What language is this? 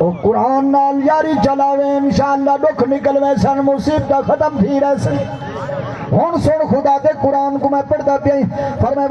Saraiki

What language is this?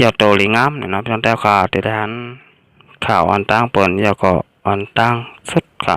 Shan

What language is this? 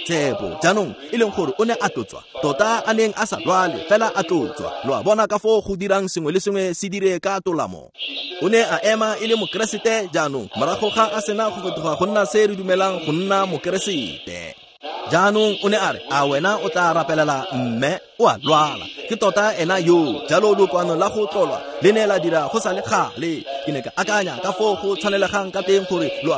Tswana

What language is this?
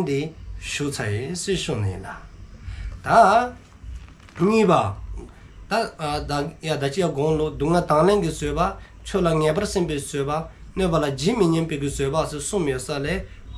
Dzongkha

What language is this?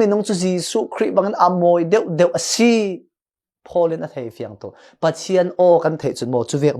Falam Chin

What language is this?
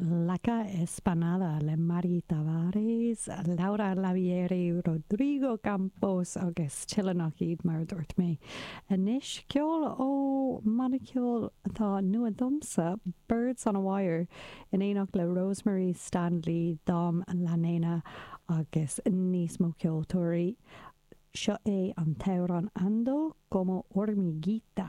Irish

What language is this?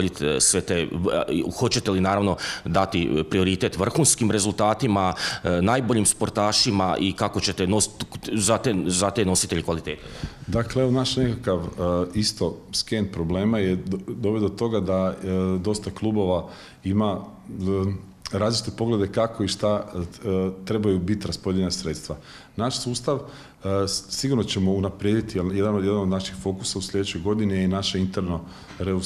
Croatian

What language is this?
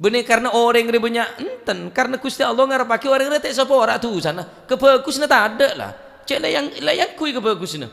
Madurese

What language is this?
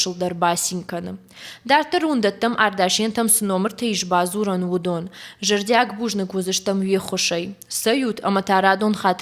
Ossetic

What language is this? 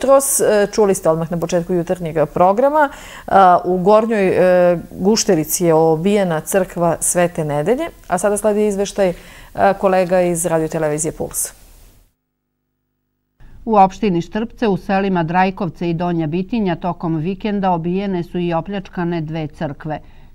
Serbian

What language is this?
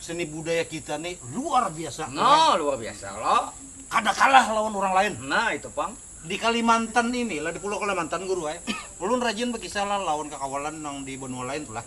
Banjar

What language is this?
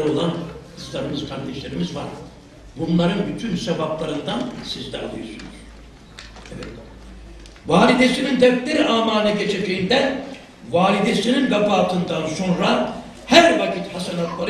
Turkish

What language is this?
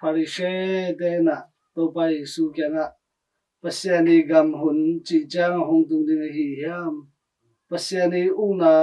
Tedim Chin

